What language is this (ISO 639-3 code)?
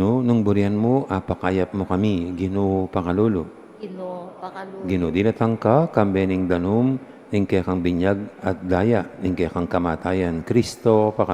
pam